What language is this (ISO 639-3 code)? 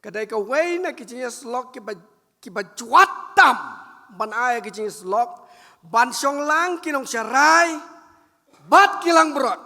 kha